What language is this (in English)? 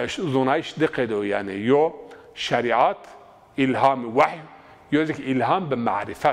Zaza